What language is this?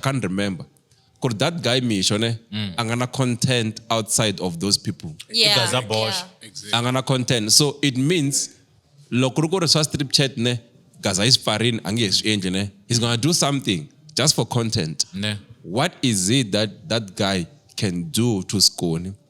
Tsonga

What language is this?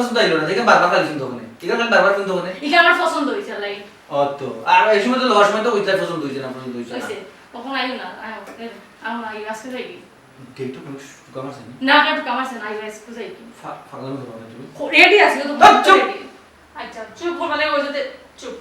Sylheti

